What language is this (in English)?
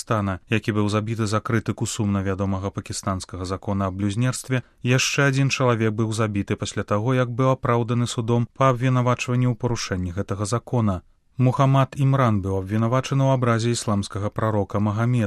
Belarusian